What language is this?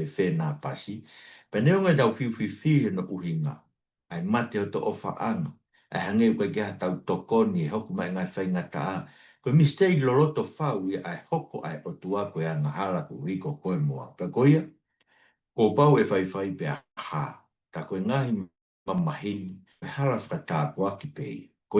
Tongan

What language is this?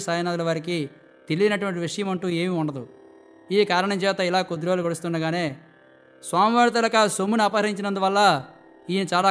Telugu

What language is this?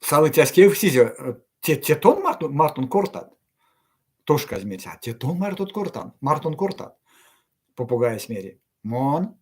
Erzya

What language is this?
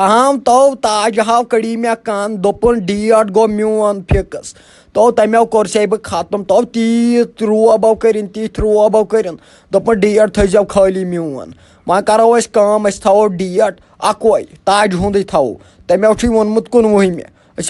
Kashmiri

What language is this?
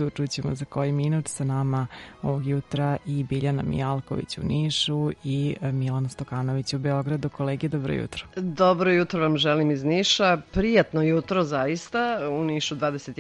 Serbian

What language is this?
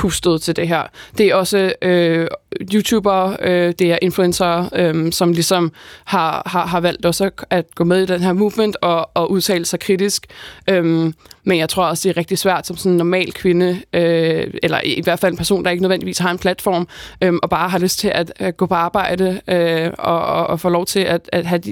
Danish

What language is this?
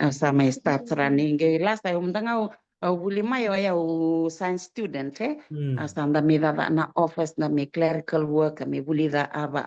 Fijian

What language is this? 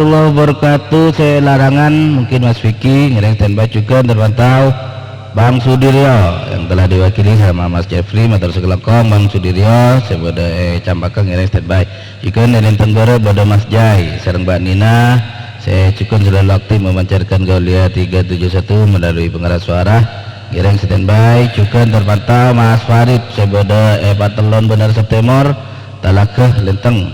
Madurese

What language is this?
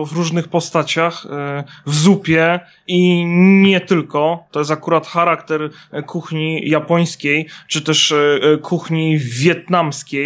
Polish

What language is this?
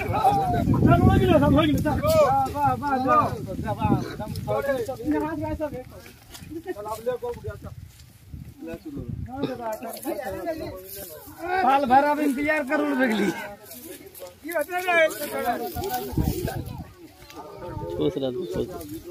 Bhojpuri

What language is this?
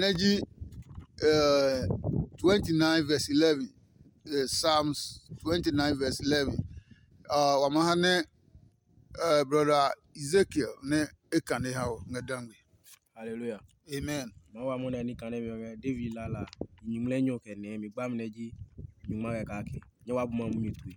Adangme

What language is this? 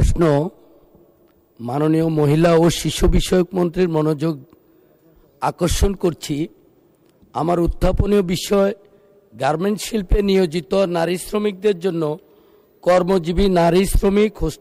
Bangla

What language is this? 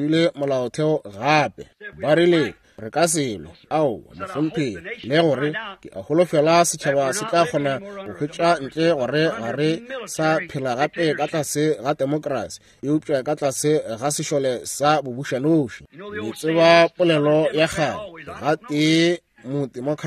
Northern Sotho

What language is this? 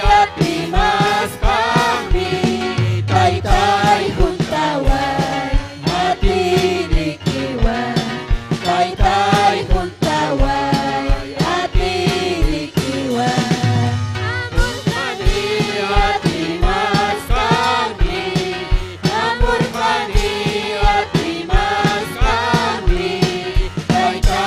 Ayacucho Quechua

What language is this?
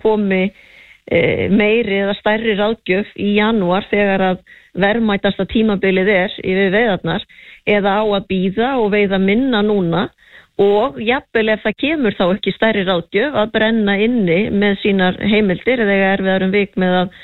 Icelandic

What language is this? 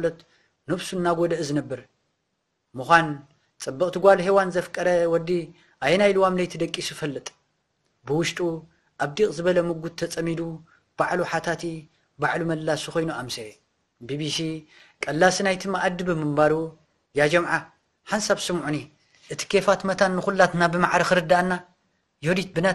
Tigrinya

